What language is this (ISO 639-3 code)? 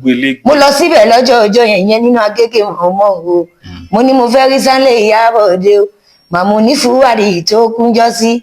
yor